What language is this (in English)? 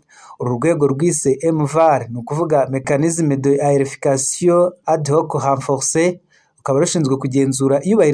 Kinyarwanda